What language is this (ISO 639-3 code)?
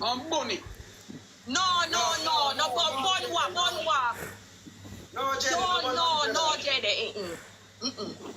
jam